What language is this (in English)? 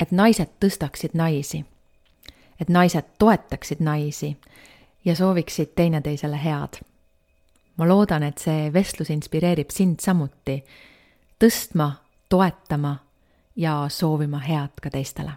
Estonian